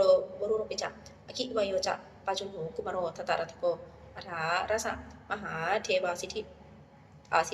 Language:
Pali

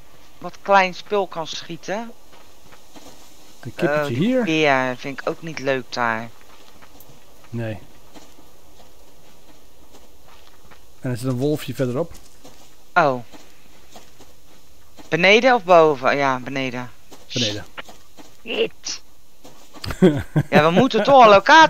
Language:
Dutch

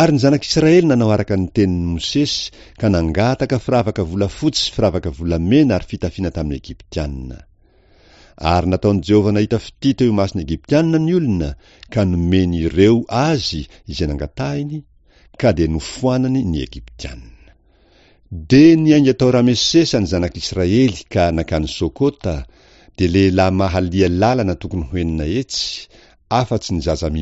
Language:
Malagasy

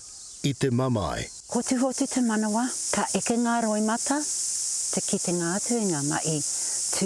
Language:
Māori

